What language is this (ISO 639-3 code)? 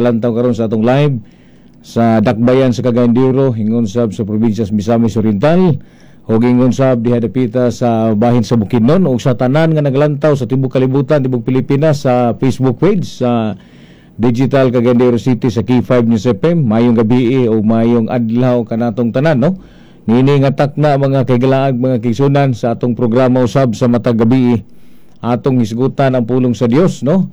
ceb